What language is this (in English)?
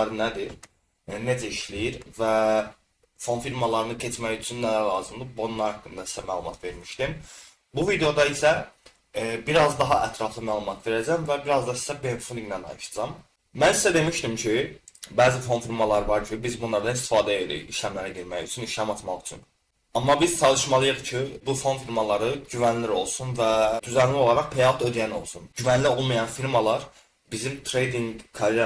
Azerbaijani